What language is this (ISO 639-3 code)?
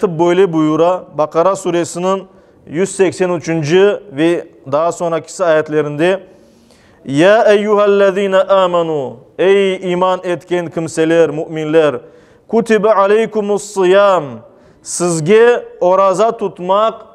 crh